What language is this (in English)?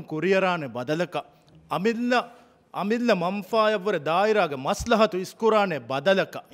Divehi